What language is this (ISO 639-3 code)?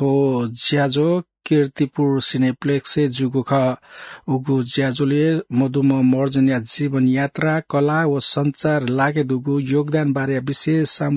new